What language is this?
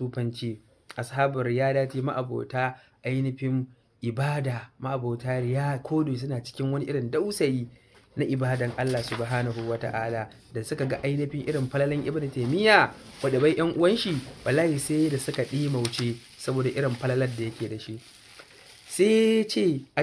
Hausa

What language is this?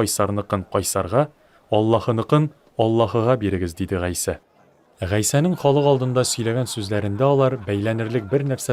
Tatar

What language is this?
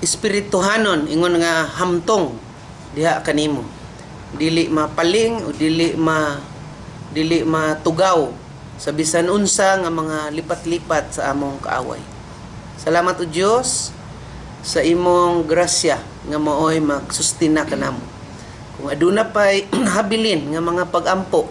Cebuano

